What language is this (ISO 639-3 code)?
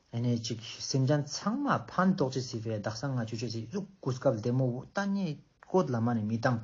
lbj